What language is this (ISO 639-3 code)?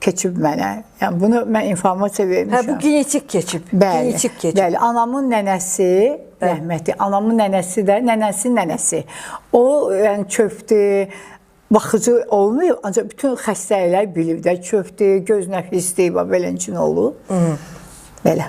aze